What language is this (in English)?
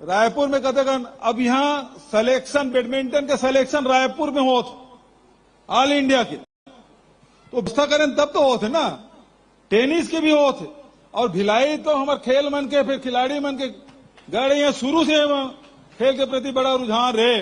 Chhattisgarhi